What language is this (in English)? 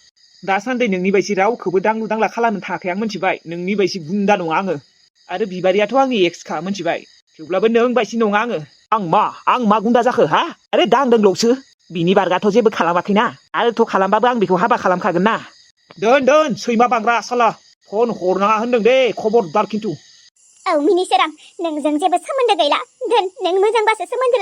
Bodo